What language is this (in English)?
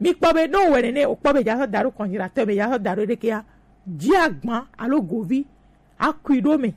Gen